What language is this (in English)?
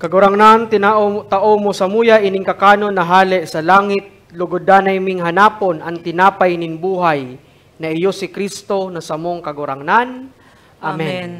Bikol